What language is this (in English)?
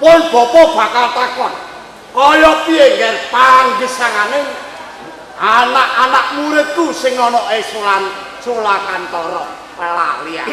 Javanese